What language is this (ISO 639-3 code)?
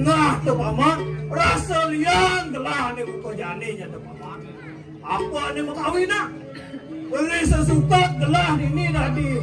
ban